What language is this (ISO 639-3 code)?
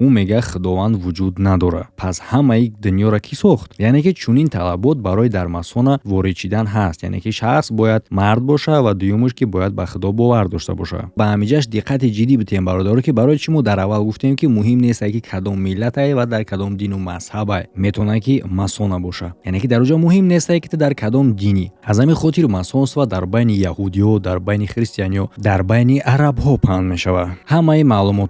tgk